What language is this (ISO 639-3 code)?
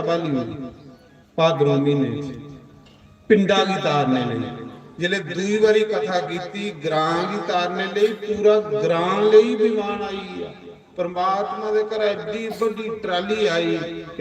doi